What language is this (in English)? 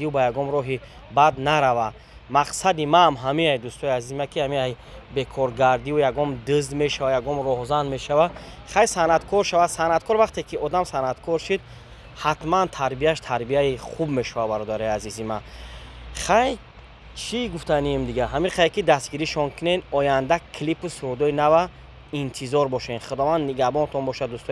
Tajik